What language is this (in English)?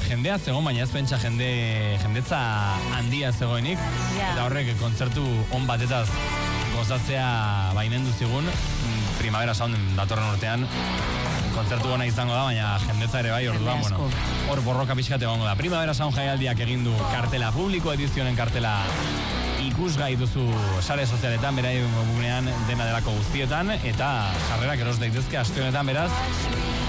Basque